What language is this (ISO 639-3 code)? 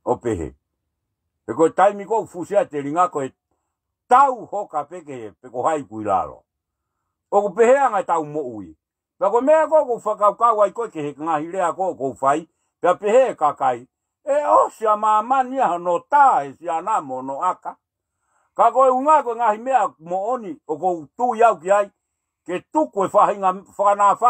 ton